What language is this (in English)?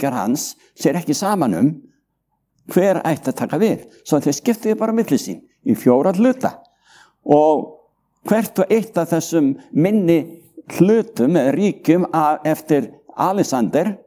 Icelandic